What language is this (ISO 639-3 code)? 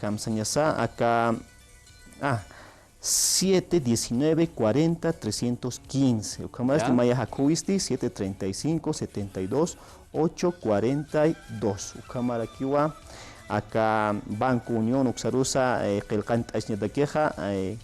aym